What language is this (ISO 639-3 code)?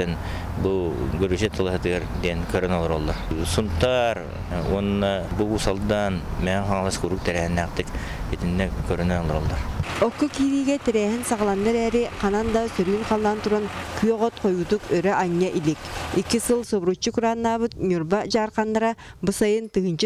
sah